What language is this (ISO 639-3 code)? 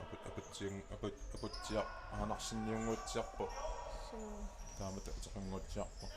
kal